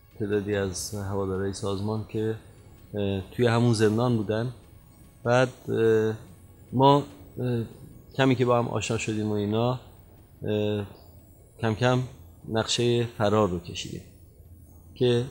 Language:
Persian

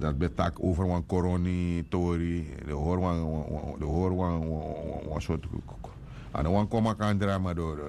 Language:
Sranan Tongo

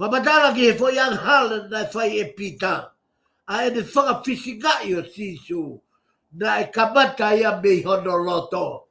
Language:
Tongan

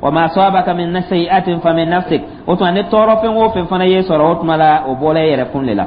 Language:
Dyula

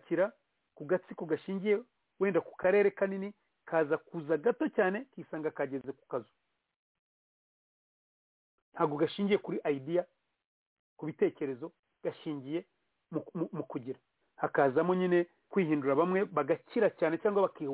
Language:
Kinyarwanda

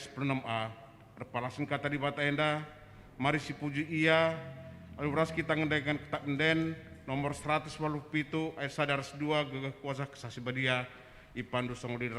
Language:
Batak Karo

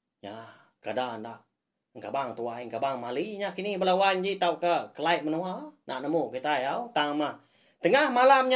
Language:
Iban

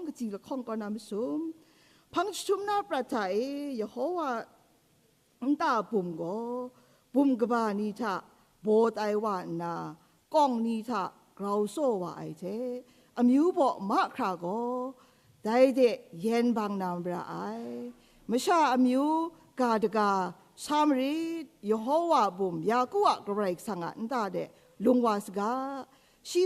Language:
Kachin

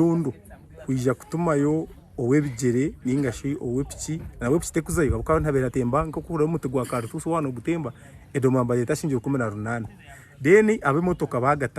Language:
Nyankole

